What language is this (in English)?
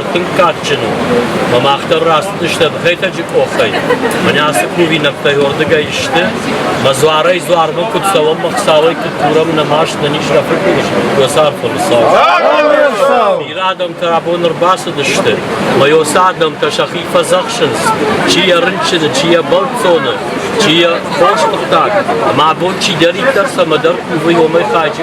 Ossetic